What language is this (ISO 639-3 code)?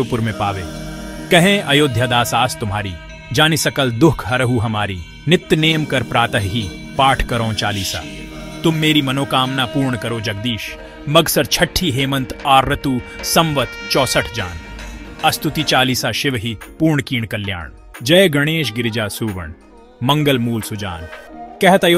hin